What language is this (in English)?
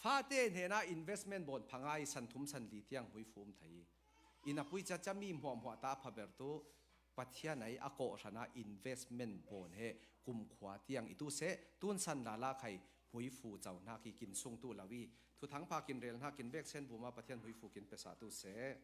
Falam Chin